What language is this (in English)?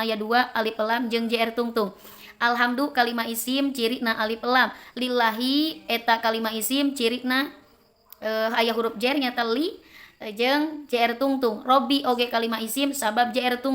Sundanese